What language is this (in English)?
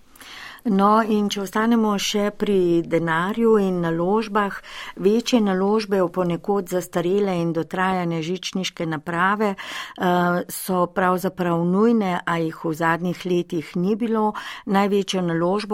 Slovenian